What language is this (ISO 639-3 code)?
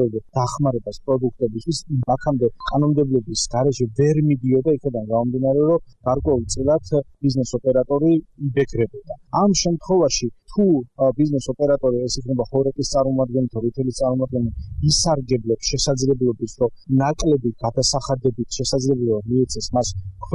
kat